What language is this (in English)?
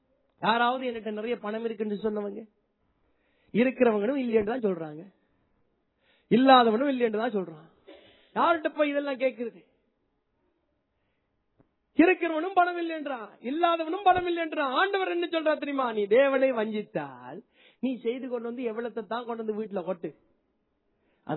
Tamil